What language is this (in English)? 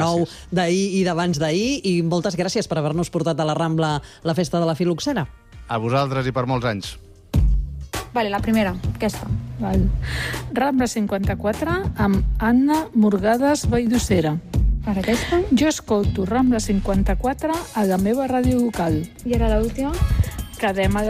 Catalan